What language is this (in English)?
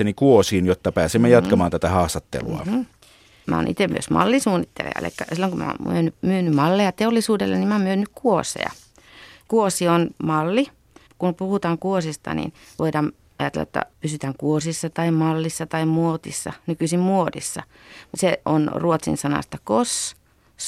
Finnish